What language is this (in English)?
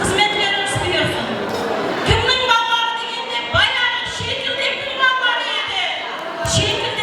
Kara-Kalpak